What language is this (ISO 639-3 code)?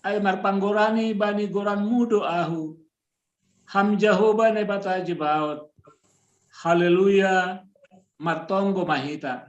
bts